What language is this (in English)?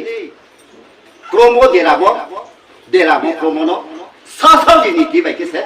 Riang (India)